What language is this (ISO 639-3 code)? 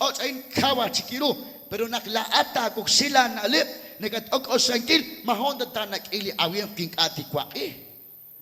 kek